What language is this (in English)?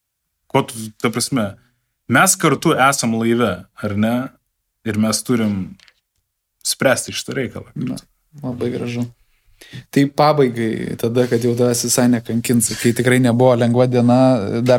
Lithuanian